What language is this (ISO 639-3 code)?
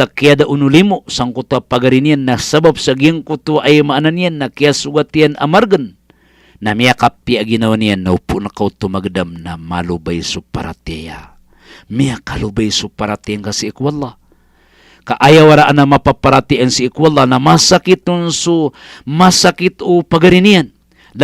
mrw